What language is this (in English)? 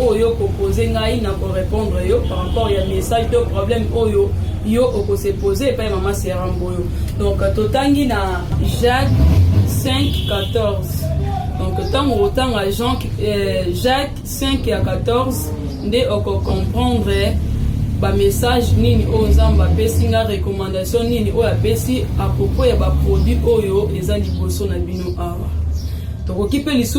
Lingala